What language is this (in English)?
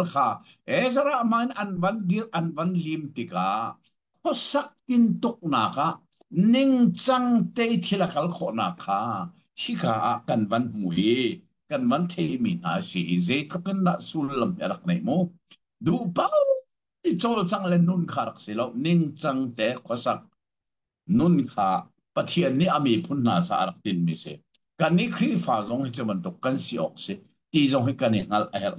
Hakha Chin